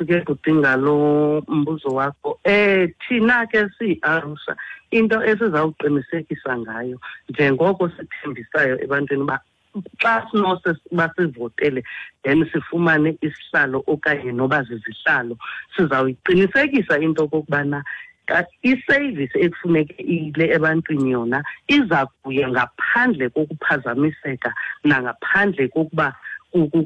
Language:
Xhosa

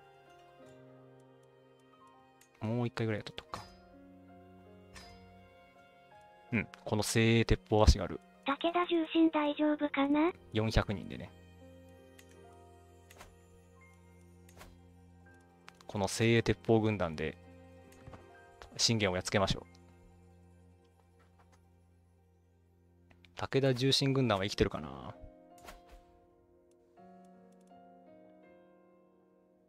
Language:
Japanese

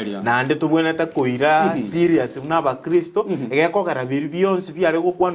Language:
Gusii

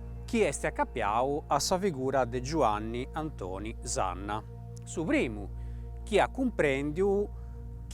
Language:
Sardinian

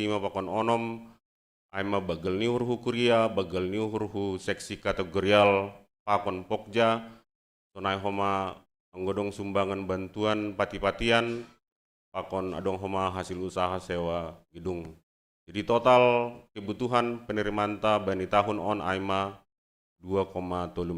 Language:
Batak Simalungun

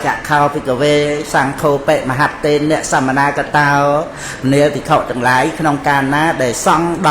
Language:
Khmer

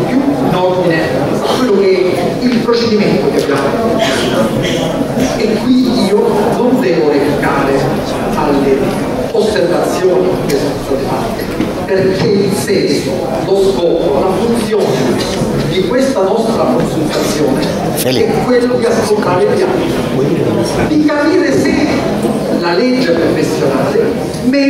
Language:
Italian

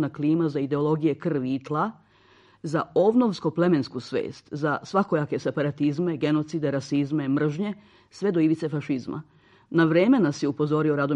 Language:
Serbian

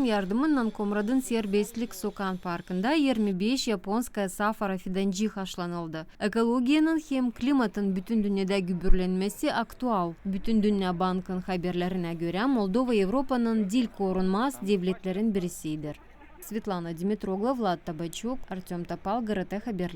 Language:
Gagauz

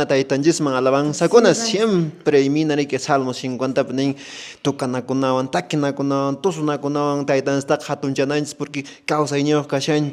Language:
Quechua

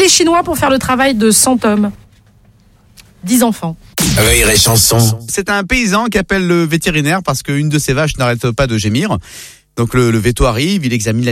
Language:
French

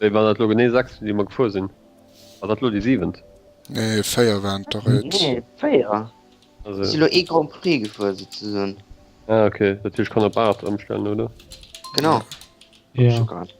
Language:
Luxembourgish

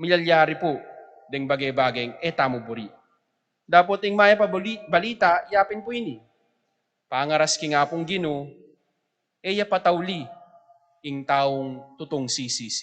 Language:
Pampanga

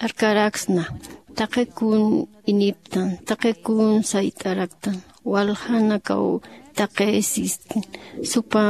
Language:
Aymara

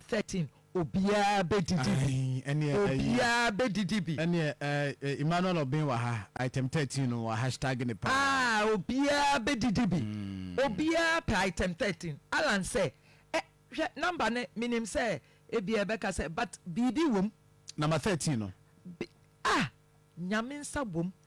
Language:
Akan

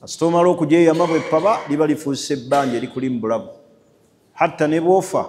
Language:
Ganda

